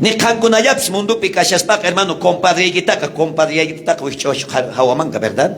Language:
South Bolivian Quechua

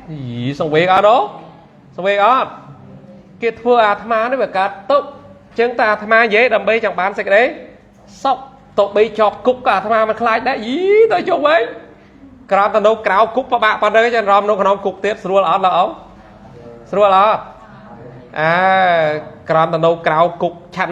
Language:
Khmer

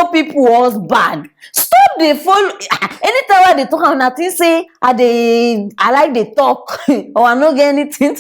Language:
Nigerian Pidgin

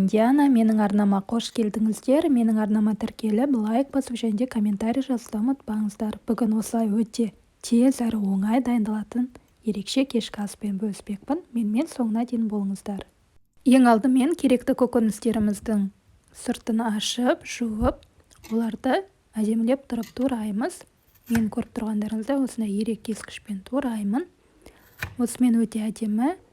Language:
Kazakh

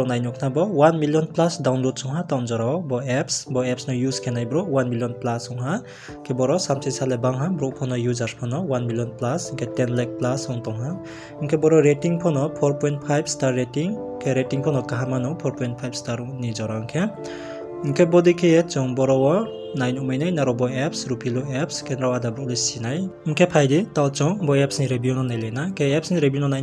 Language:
Riang (India)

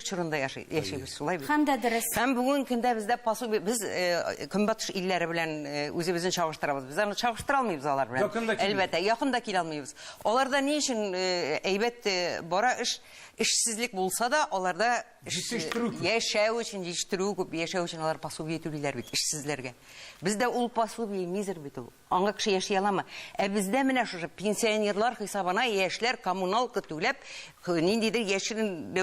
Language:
Tatar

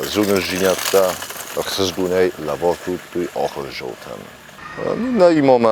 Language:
Ossetic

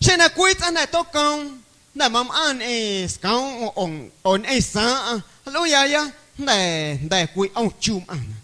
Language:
Guerrero Amuzgo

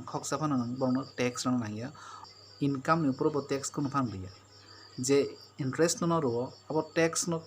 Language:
Kok Borok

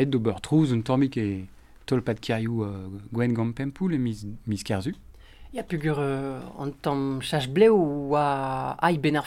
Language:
Breton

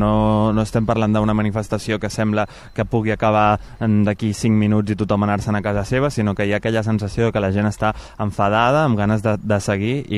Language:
Catalan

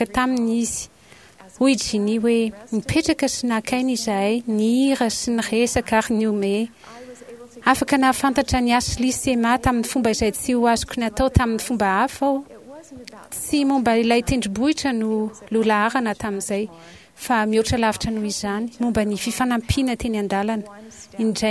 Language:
Malagasy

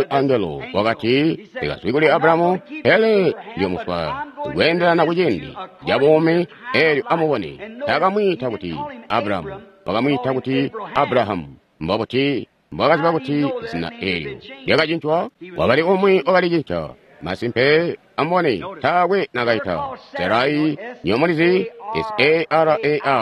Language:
Tonga (Zambia)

